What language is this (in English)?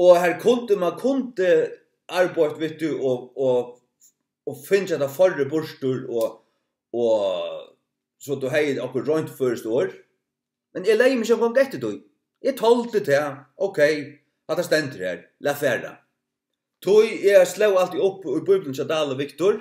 Faroese